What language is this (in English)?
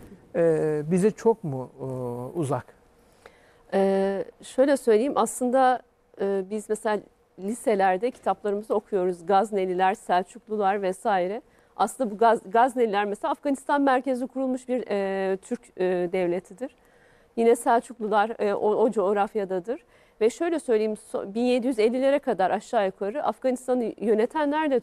Turkish